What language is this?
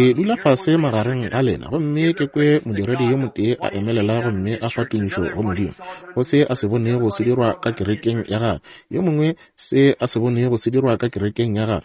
Northern Sotho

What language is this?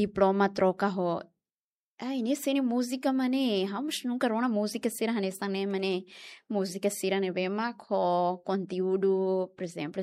Tetum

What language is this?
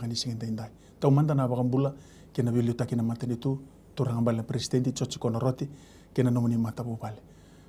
Fijian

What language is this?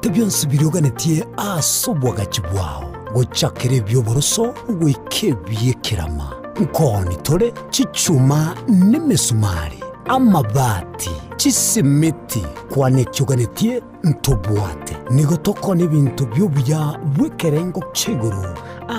Gusii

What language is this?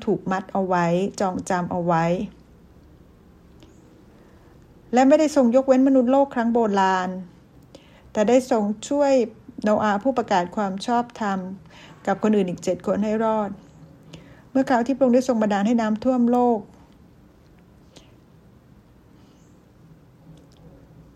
Thai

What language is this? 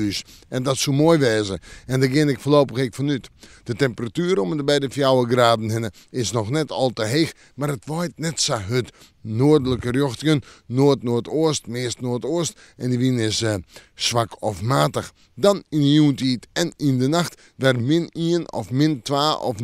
Western Frisian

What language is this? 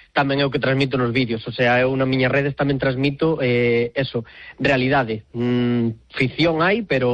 Galician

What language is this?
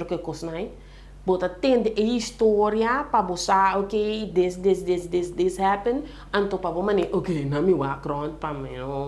Papiamento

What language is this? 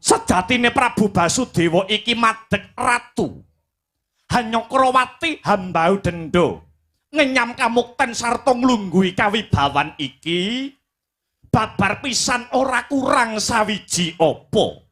Javanese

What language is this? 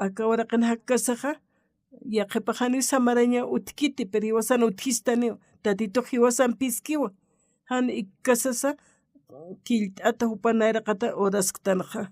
Aymara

